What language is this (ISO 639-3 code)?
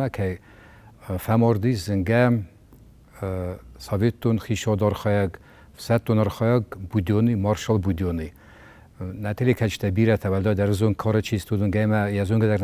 oss